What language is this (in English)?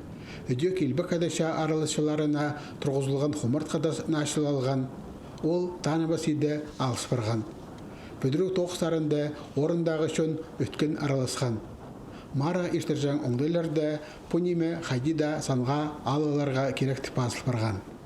Khakas